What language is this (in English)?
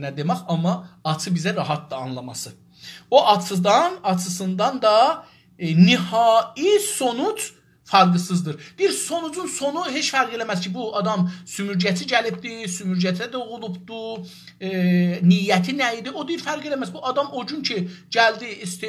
South Azerbaijani